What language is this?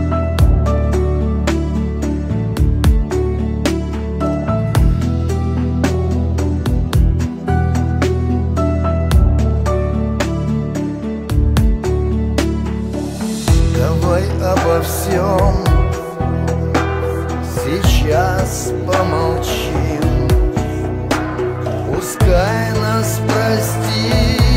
Russian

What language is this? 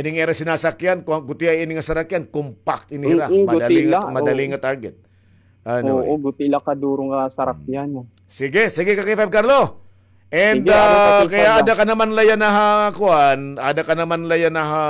Waray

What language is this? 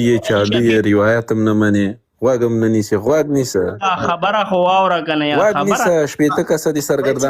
Pashto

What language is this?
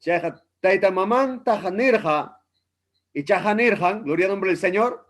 Ayacucho Quechua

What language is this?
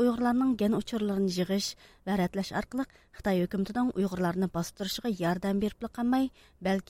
Uyghur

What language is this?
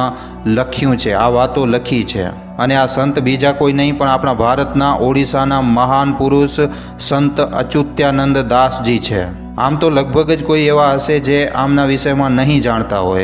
Gujarati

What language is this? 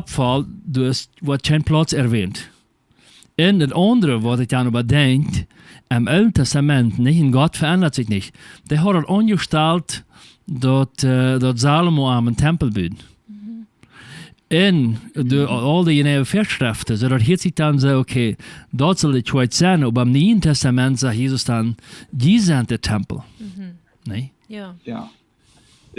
Plautdietsch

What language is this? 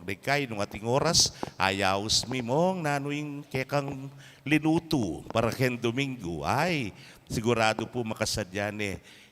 Pampanga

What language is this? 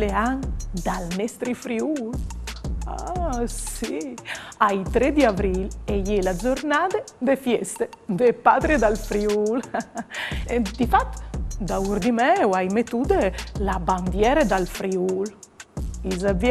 Friulian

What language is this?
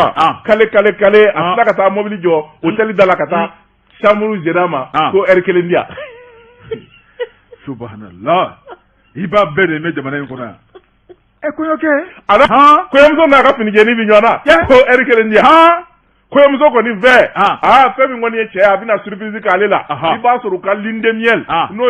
Bambara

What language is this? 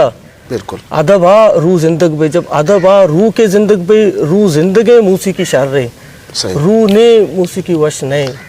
Eastern Balochi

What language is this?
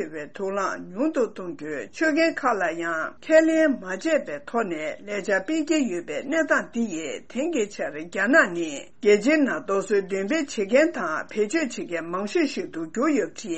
Tibetan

